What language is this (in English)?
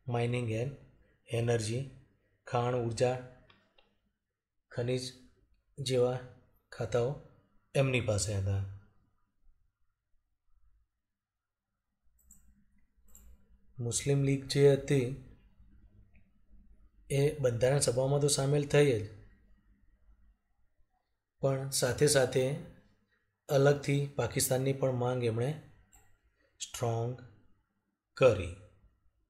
Gujarati